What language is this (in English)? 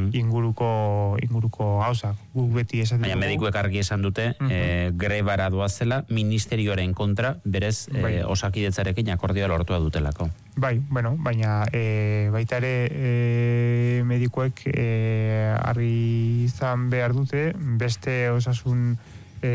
Basque